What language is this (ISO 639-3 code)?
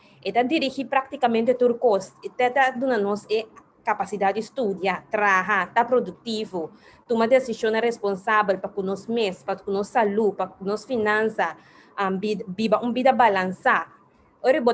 pap